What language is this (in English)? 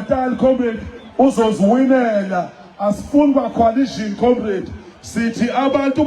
Zulu